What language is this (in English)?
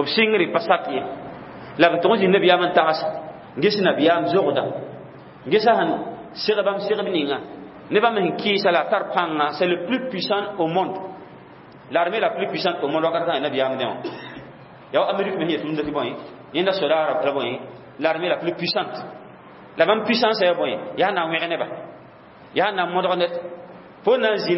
Mossi